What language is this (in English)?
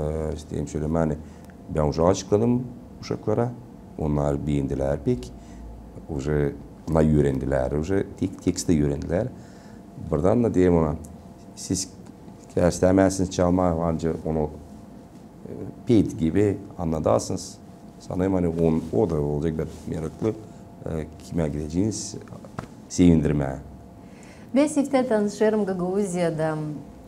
Gagauz